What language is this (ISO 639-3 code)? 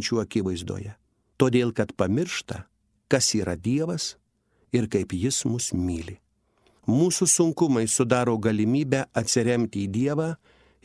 lit